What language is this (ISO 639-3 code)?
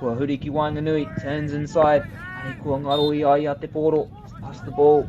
mri